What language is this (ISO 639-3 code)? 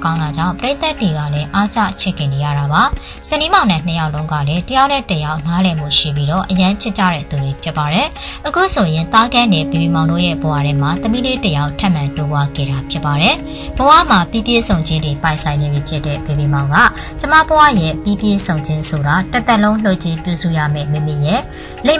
mya